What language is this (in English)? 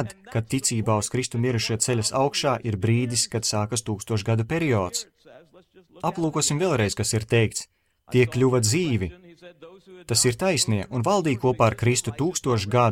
Latvian